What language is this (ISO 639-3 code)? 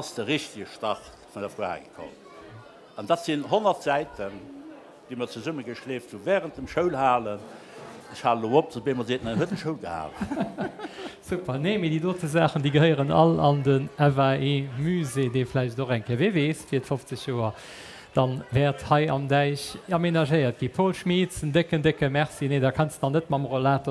ltz